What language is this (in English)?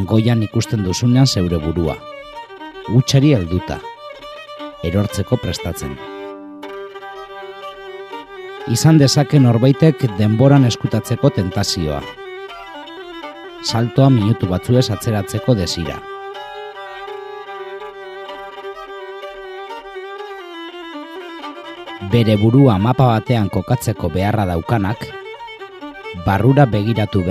Basque